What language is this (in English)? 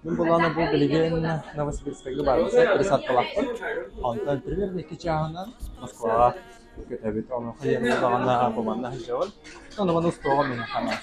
Yakut